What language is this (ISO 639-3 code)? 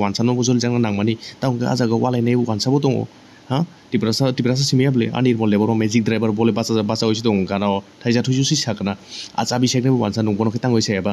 trp